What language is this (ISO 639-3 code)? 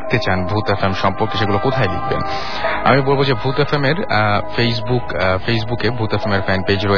ben